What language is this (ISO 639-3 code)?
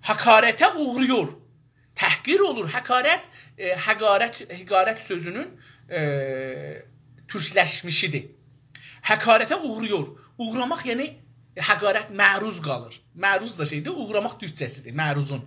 azb